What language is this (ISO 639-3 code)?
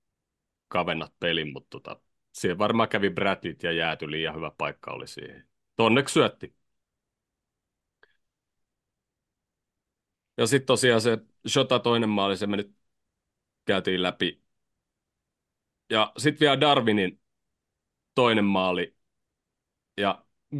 fin